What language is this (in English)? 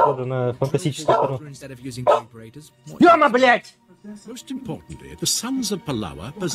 Russian